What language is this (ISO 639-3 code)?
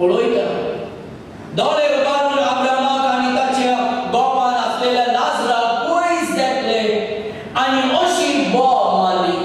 kok